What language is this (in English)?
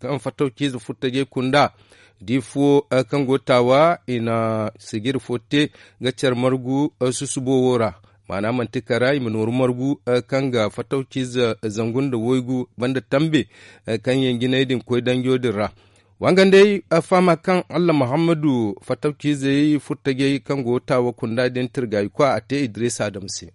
Zarma